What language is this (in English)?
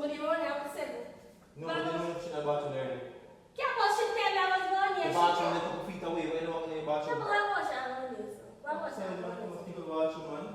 Jamaican Creole English